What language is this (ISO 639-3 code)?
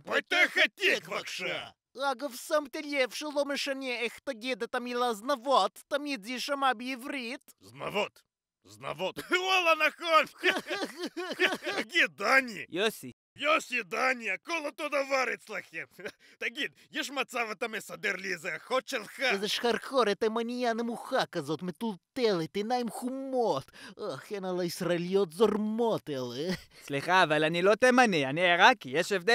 heb